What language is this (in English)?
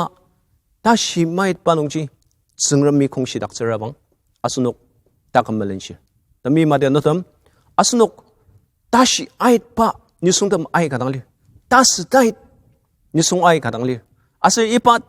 Ao Naga